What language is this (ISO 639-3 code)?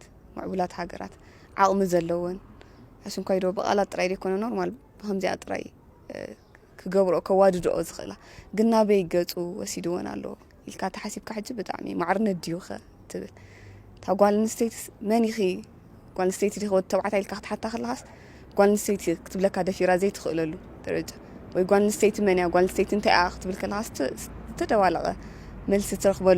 tir